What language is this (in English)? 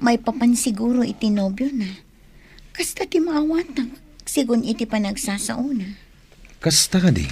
Iloko